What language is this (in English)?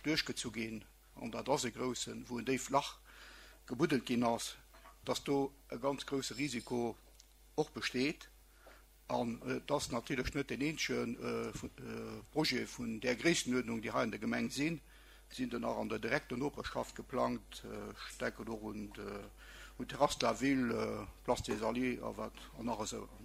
Luxembourgish